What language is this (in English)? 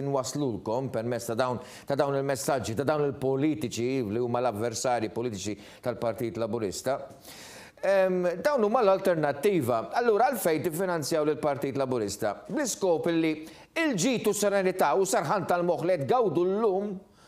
Maltese